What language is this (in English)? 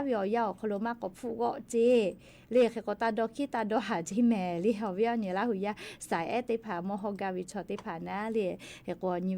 Lahu